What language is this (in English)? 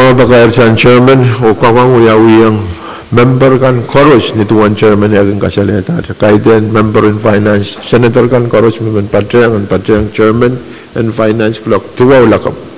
Pohnpeian